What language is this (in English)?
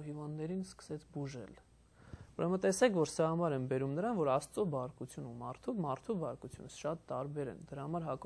Armenian